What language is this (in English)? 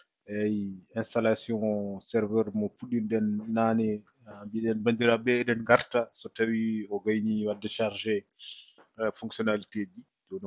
Fula